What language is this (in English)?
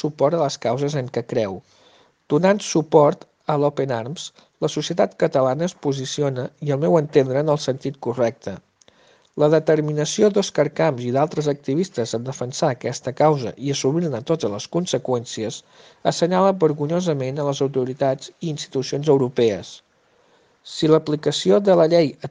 Catalan